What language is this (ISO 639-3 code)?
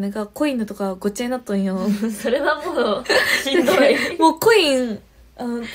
jpn